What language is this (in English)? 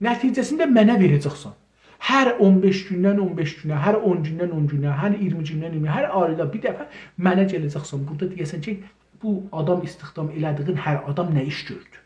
South Azerbaijani